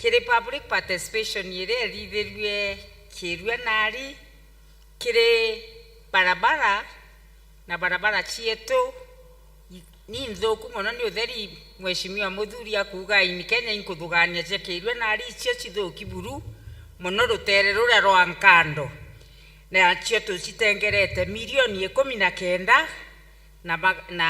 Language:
Meru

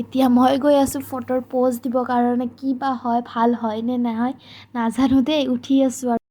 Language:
Assamese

